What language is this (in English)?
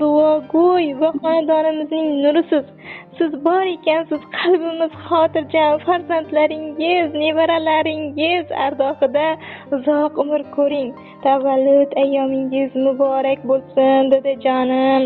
Uzbek